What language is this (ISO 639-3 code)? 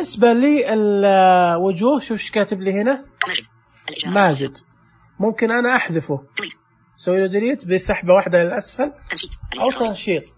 ars